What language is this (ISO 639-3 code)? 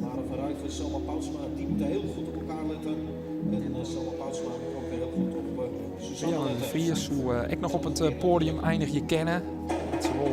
fry